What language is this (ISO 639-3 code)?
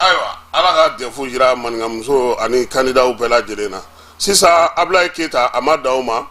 bam